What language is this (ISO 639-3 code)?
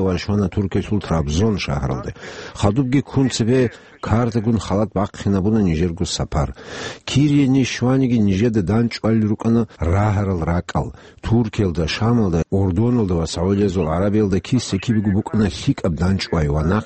ava